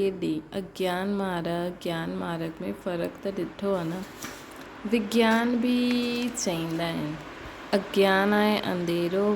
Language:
Sindhi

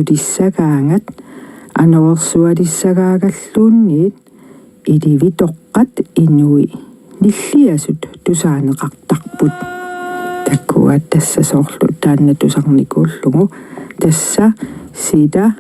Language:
Kalaallisut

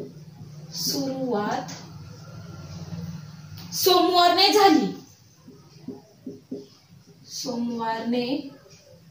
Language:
Marathi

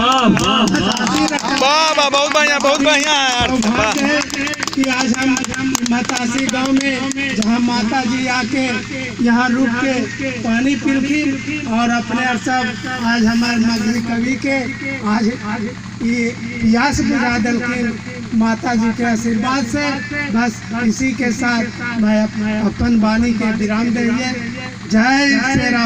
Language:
Magahi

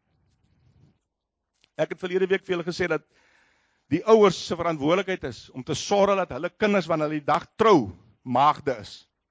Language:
Afrikaans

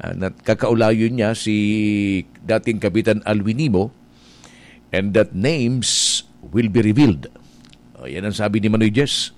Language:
Bikol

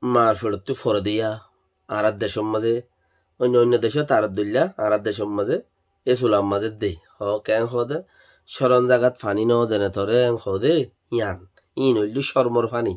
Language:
Rohingya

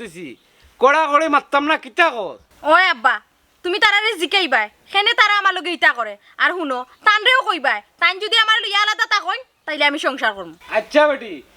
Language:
Sylheti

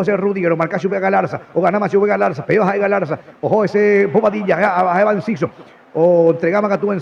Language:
Guarani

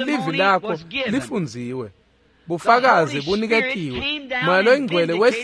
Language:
Swati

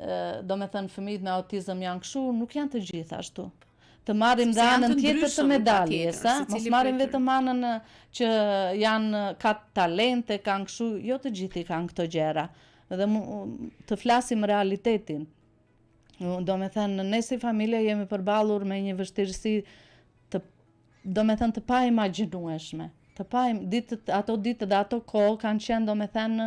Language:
Albanian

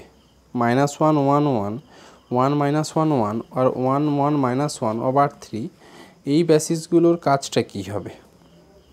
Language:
Bangla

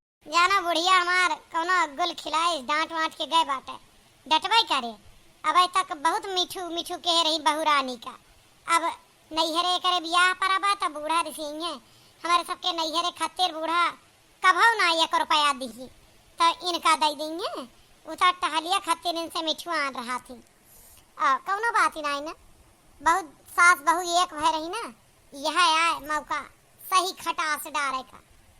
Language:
Awadhi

